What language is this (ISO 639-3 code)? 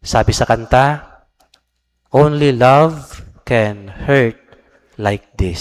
bik